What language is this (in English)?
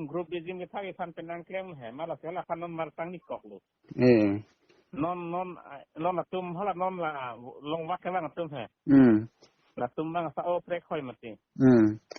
Karbi